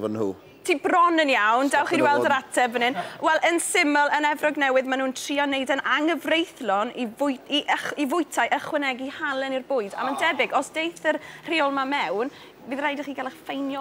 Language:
Welsh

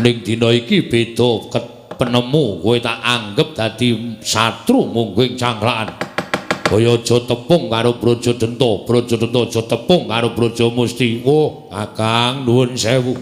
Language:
Javanese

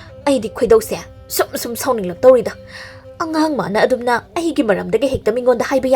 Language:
Manipuri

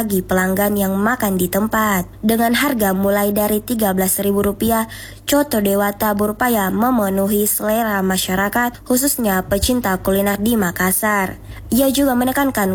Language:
Indonesian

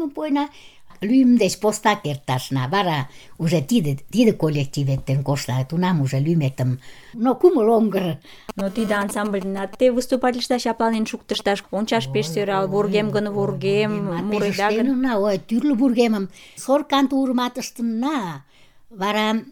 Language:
Mari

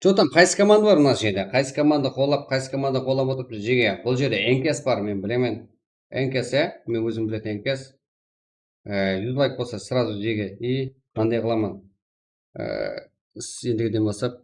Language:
Kara-Kalpak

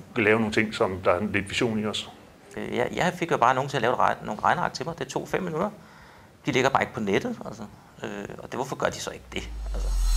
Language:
Danish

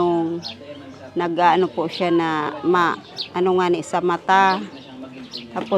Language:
Bikol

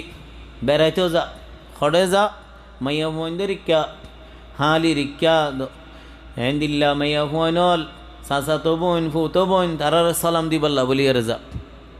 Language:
Rohingya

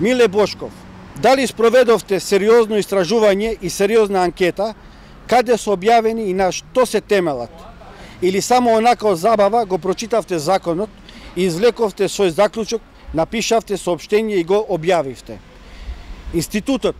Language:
Macedonian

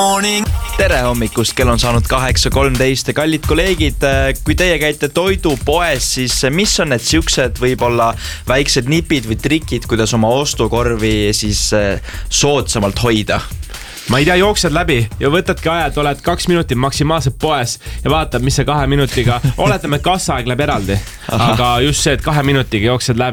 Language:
Estonian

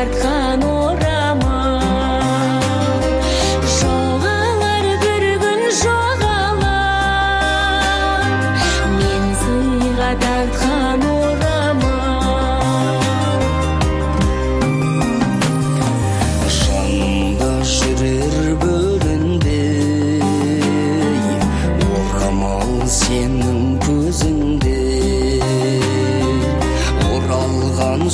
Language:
Kazakh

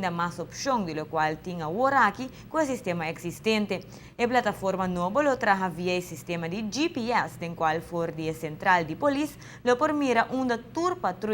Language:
Papiamento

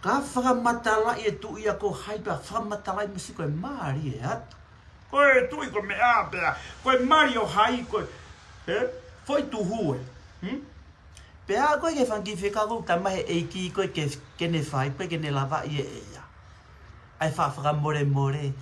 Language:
Tongan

